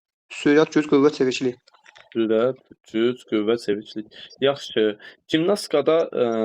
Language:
Azerbaijani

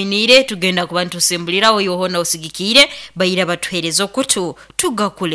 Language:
Nyoro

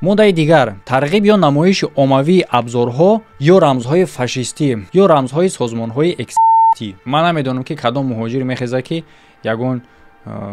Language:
Tajik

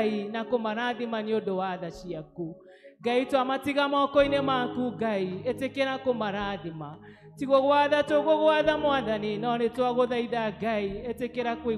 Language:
Kikuyu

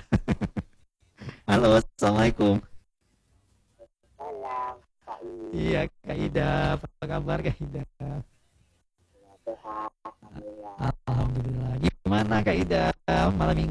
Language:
Indonesian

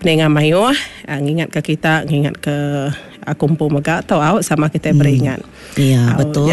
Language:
Iban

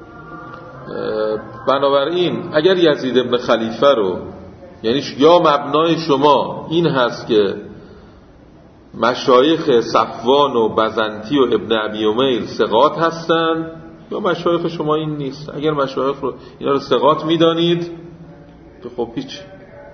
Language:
Persian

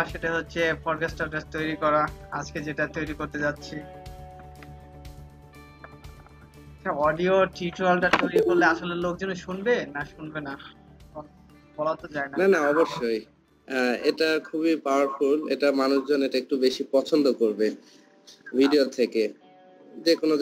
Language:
Bangla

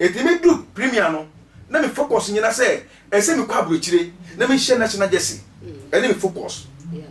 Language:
Akan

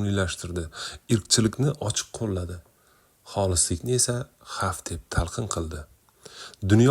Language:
Uzbek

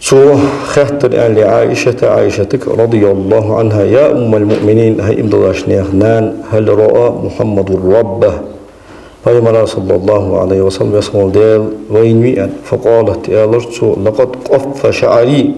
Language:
Ingush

